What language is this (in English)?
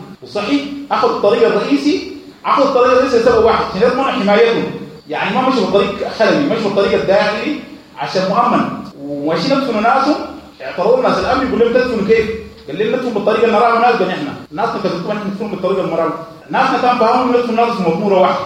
Sudanese Arabic